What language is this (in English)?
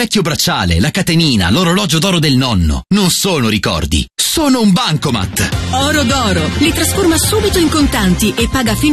Italian